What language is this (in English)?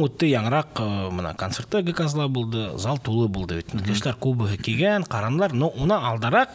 Bashkir